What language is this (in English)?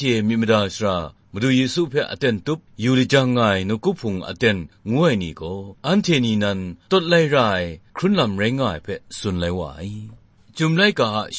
Kachin